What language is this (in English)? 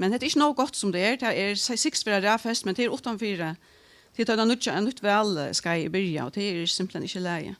Faroese